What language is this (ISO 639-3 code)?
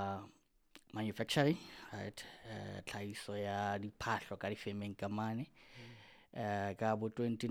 sot